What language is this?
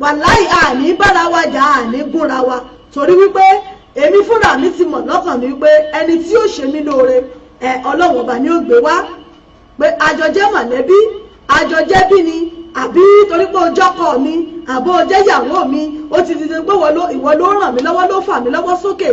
Yoruba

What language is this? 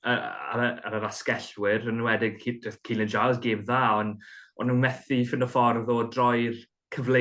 Welsh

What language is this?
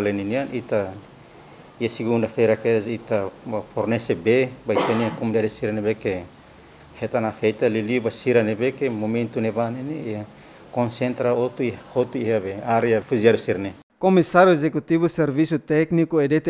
Tetum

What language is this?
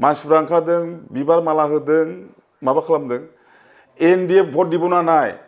Bodo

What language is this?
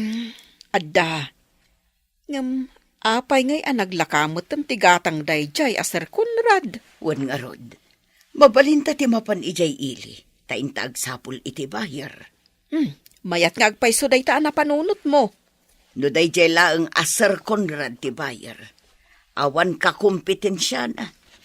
Iloko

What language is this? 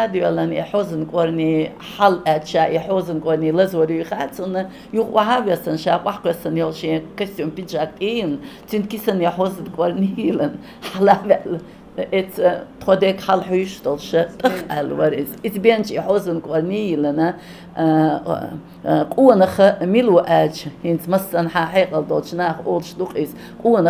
Chechen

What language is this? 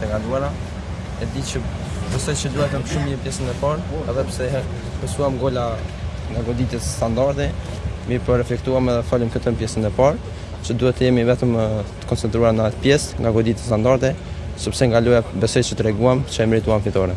Albanian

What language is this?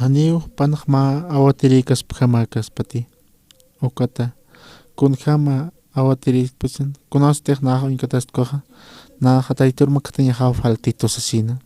Aymara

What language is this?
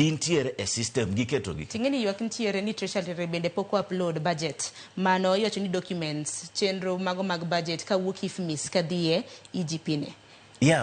Luo (Kenya and Tanzania)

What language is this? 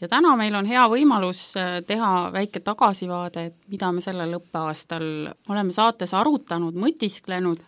Estonian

